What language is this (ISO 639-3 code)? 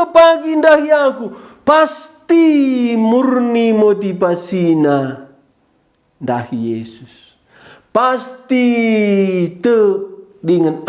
btx